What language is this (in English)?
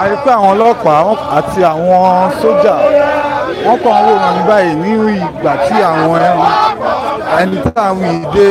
Yoruba